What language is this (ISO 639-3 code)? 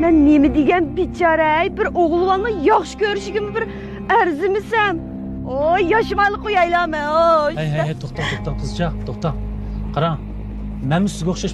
uig